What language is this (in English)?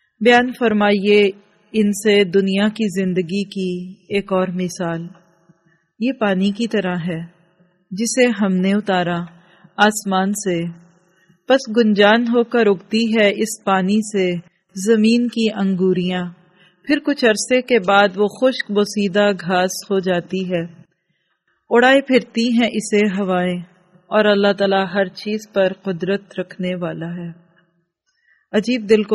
Urdu